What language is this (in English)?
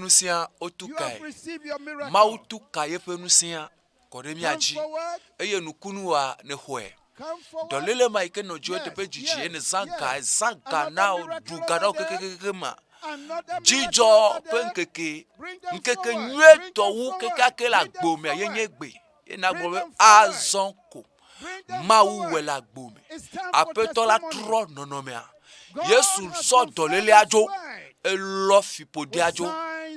Ewe